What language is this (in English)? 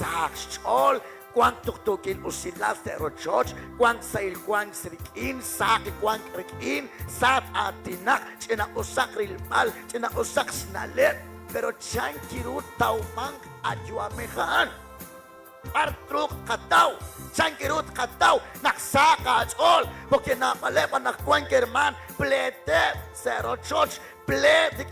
Kekchí